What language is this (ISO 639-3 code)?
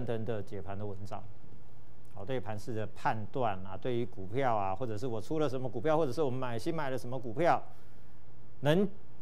zho